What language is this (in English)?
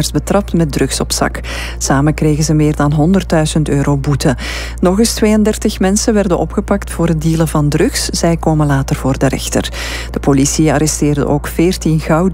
Dutch